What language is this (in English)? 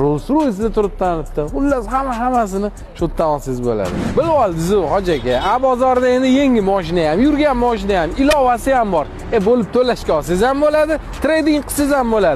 Uzbek